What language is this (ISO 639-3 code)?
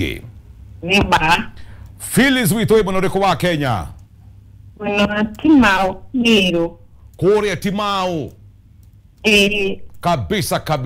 kik